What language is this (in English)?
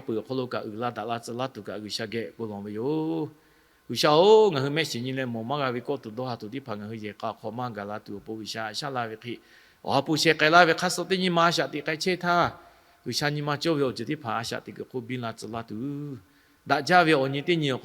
Lahu